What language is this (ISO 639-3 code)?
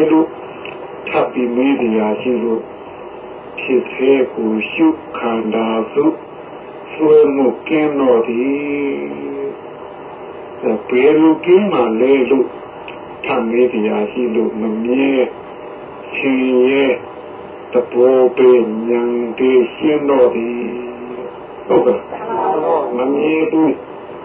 mya